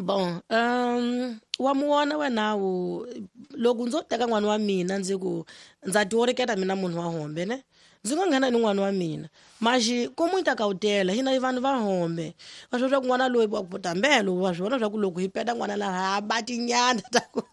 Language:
Tsonga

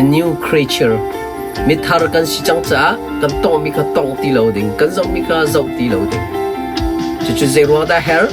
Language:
Hakha Chin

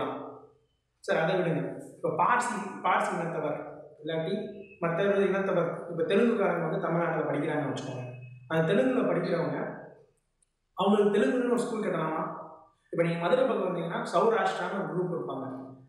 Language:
Tamil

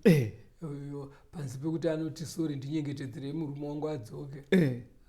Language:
Shona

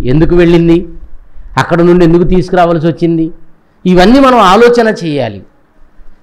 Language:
Telugu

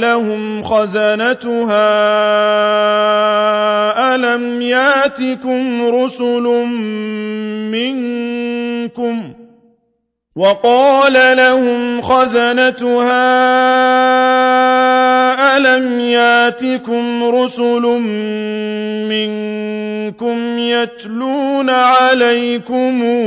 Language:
Arabic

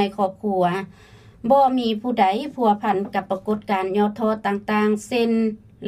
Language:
Lao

